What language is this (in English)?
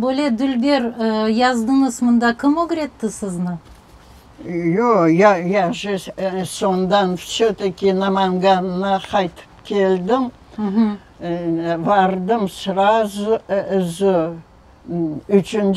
Crimean Tatar